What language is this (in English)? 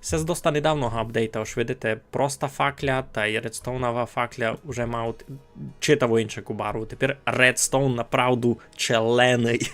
Rusyn